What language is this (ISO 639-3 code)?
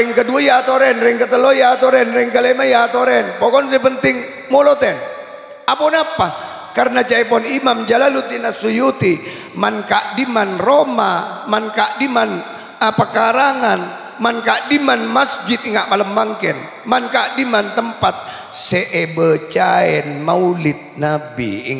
mad